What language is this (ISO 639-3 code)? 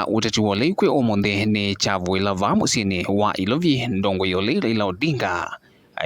kam